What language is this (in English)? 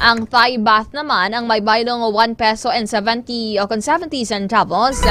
Hiligaynon